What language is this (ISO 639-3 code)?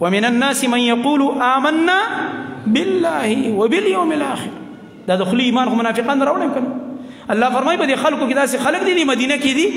pus